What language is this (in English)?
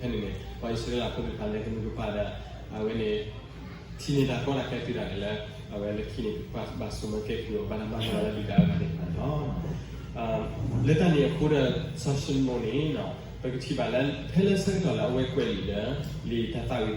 S'gaw Karen